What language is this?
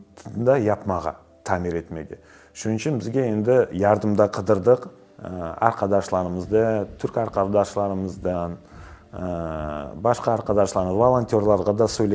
Crimean Tatar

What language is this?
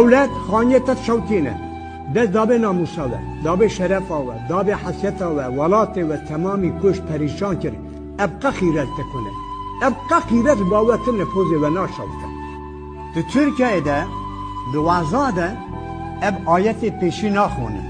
Kurdish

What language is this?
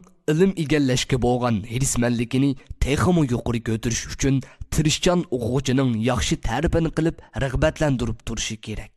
Uyghur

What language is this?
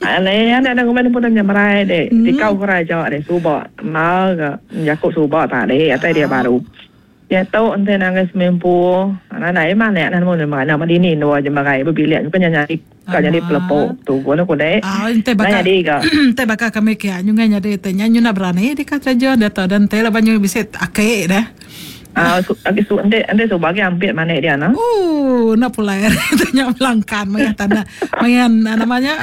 Iban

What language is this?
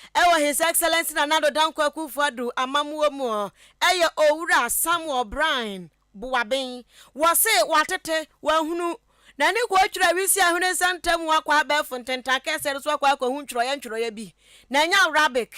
Akan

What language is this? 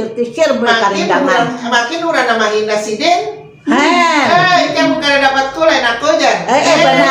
Banjar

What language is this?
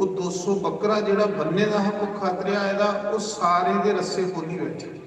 Dogri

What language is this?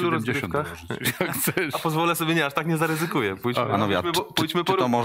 Polish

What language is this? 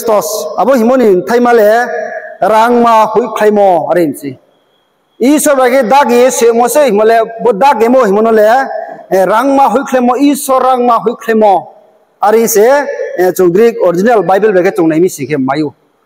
Riang (India)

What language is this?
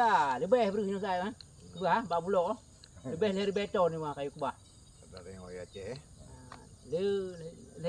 Achinese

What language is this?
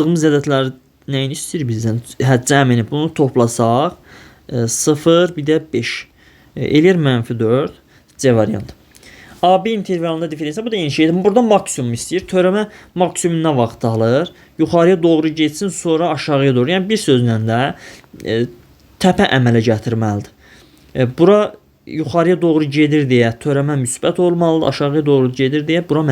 Azerbaijani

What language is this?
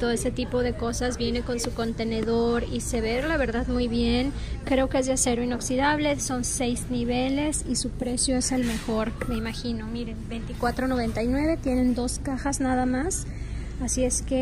Spanish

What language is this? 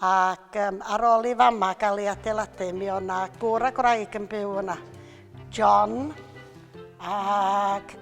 Welsh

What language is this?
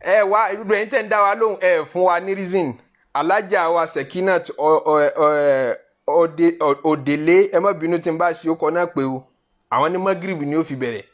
Yoruba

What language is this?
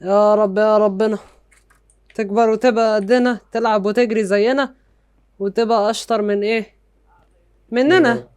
Egyptian Arabic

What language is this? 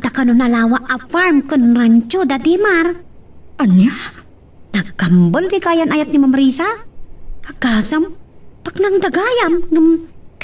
Iloko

